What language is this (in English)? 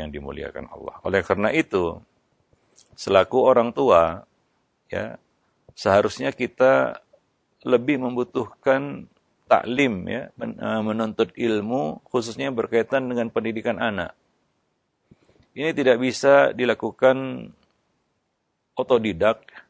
Indonesian